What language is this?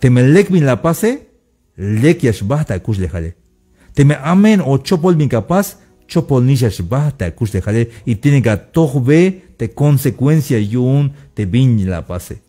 Tzeltal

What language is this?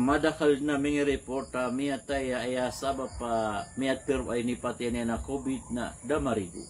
Maranao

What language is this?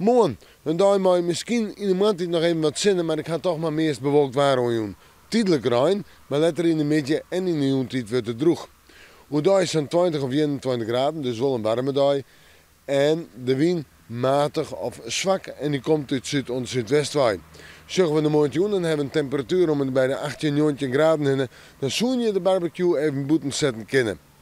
Western Frisian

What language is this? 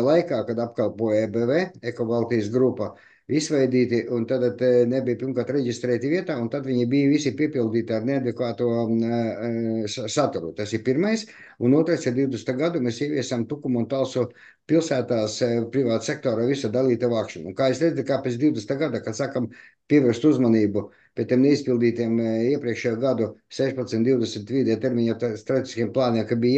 Latvian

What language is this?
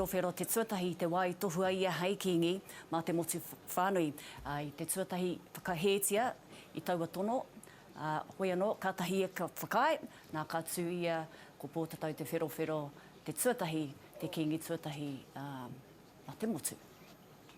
Māori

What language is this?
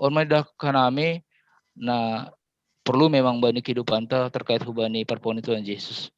Batak Simalungun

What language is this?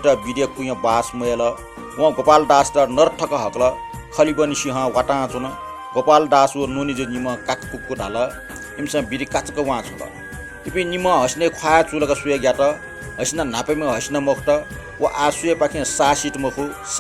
Newari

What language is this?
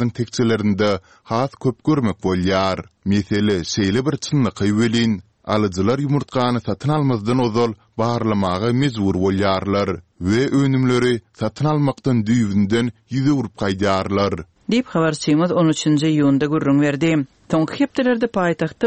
Turkmen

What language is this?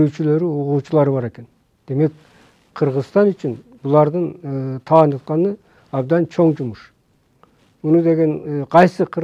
Kyrgyz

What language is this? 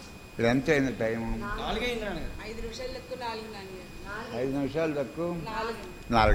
Telugu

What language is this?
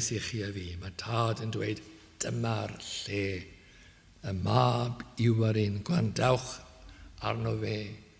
Welsh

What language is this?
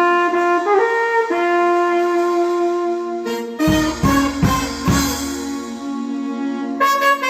Konkani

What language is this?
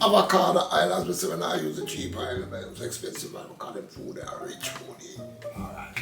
Jamaican Creole English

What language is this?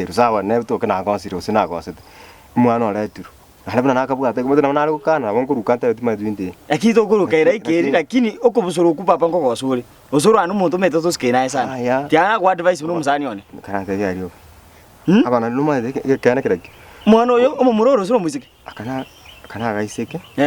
Gusii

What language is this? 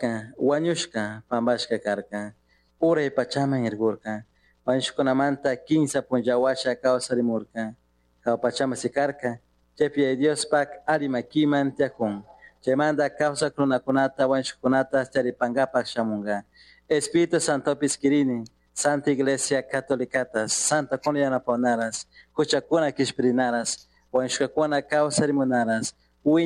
Chimborazo Highland Quichua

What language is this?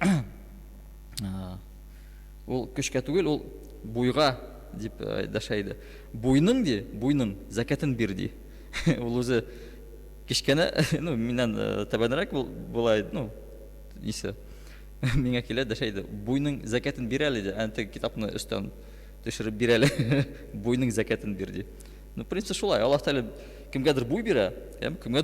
Tatar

